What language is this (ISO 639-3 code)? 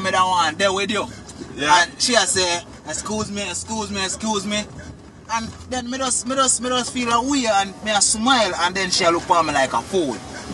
jam